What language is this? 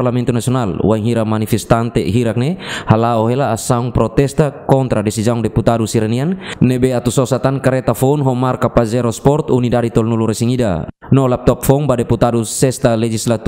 Tetum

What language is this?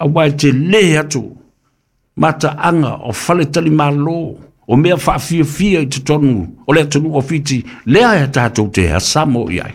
Samoan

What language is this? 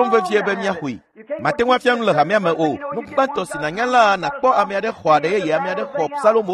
Ewe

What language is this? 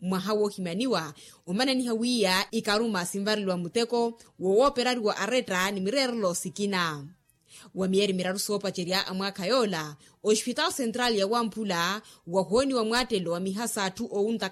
Makhuwa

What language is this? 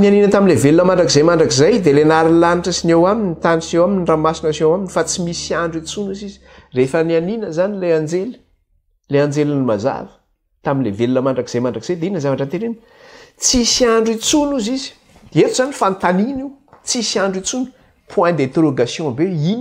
Malagasy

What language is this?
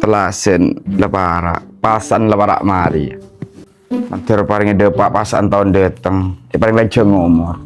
Madurese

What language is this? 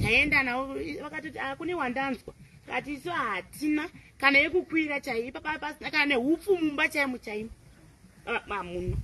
Shona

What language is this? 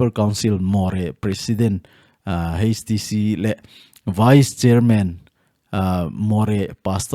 Thado Chin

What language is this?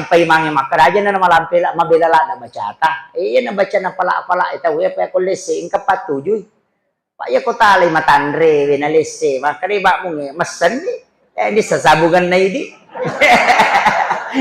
Buginese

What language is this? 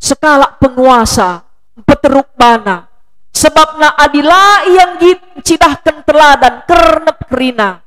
Batak Karo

